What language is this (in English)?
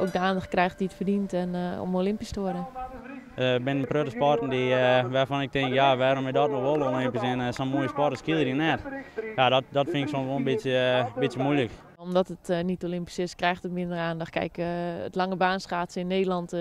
Western Frisian